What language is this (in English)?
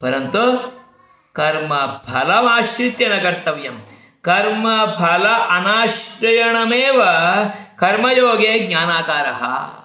Sanskrit